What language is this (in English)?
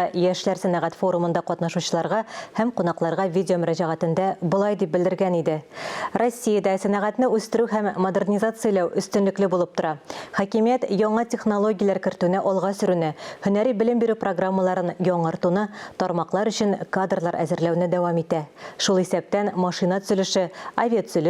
Tatar